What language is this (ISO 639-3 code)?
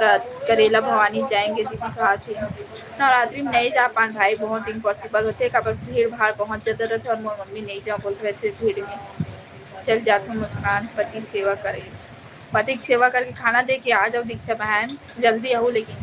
hne